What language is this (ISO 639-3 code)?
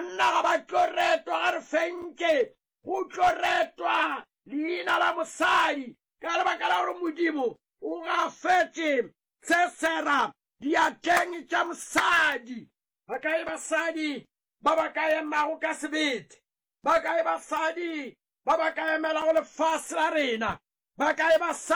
nso